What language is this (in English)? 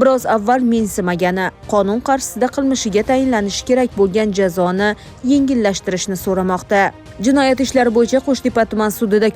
Uzbek